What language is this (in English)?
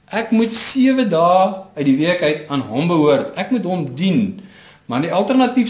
Afrikaans